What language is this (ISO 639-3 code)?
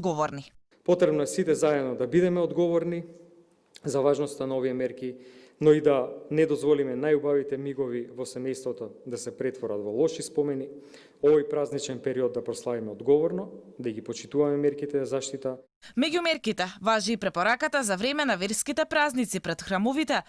mkd